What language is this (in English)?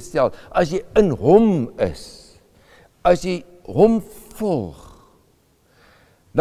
Afrikaans